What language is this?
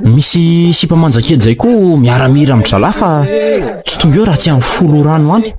Malagasy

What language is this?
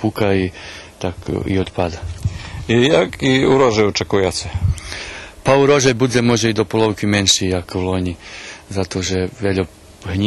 Rusyn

